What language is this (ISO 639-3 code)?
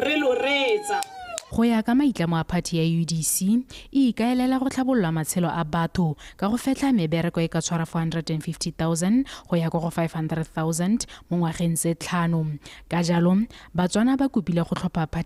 tsn